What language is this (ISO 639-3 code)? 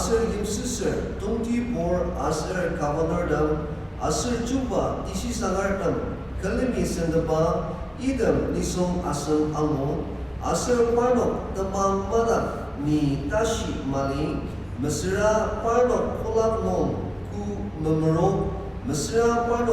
njo